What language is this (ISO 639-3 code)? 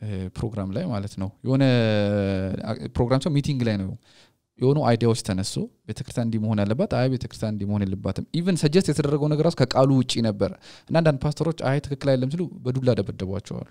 amh